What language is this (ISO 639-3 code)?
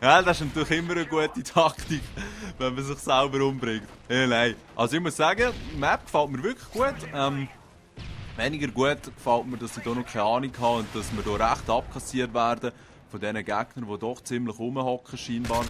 gsw